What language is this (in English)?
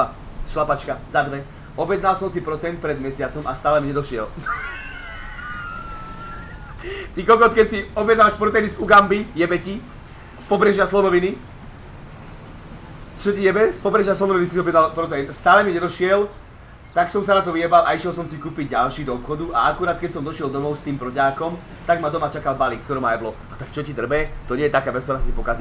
Slovak